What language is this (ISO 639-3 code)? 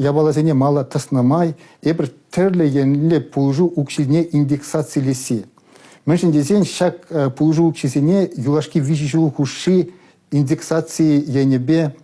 chv